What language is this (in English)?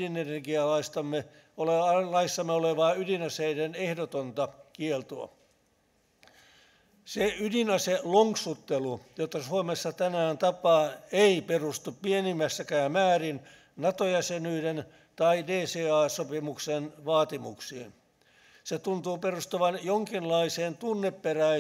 Finnish